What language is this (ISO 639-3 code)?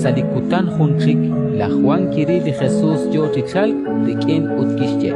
kek